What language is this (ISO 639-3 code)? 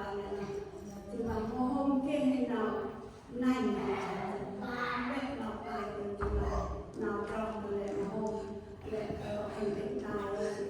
cmo